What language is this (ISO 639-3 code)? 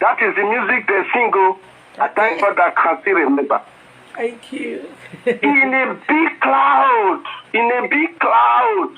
pcm